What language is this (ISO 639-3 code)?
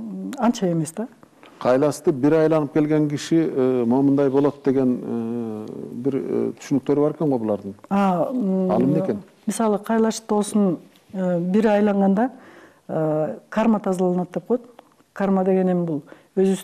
kir